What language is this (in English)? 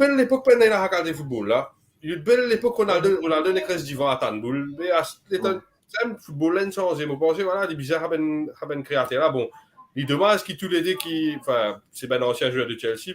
Morisyen